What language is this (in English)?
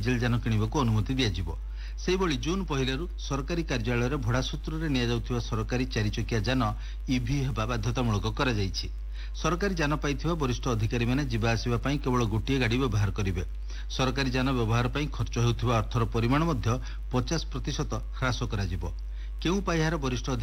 Odia